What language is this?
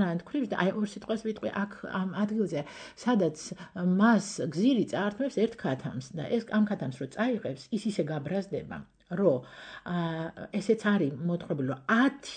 Georgian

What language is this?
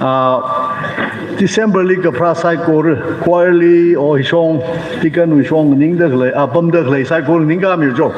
Tangkhul Naga (India)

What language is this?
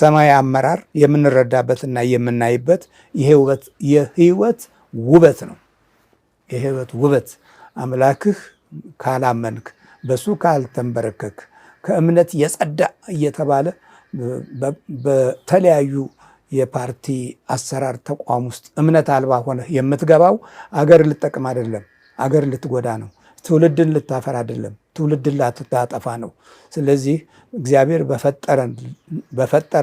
Amharic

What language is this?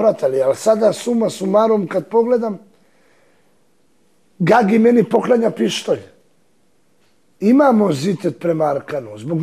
Serbian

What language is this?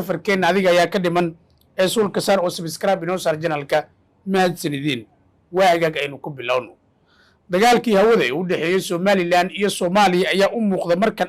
Somali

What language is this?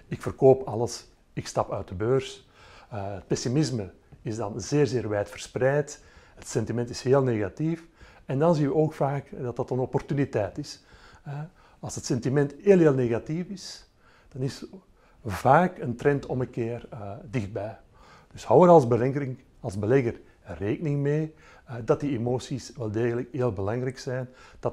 Dutch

